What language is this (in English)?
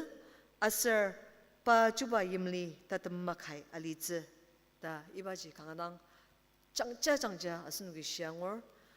Ao Naga